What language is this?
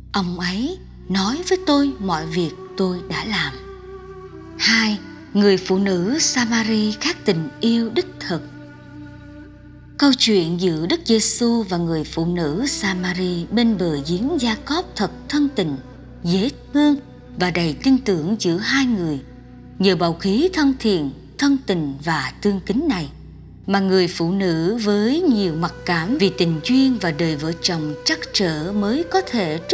Vietnamese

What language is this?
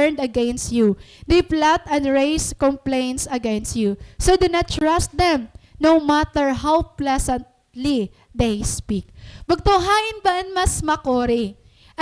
Waray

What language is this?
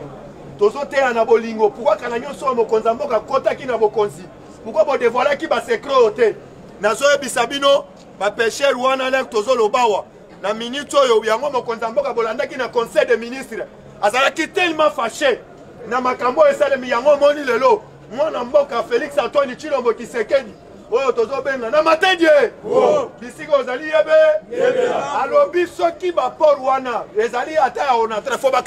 Lingala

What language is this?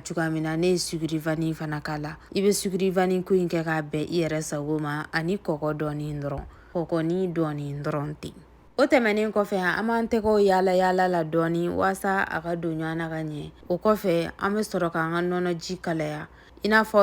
Bambara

